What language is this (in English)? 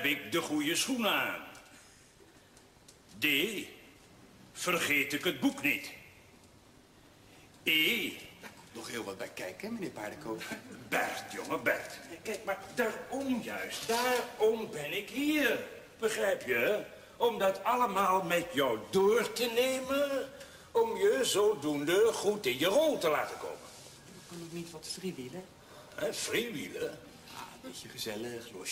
Dutch